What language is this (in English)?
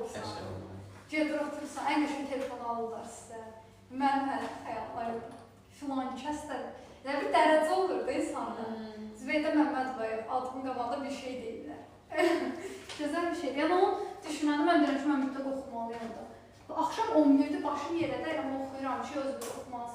Azerbaijani